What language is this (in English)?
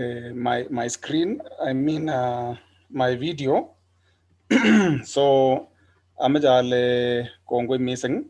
Kalenjin